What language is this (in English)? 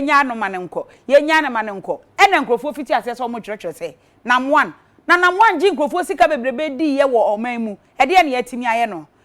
Akan